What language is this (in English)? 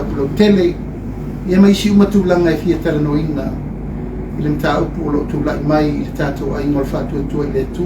Samoan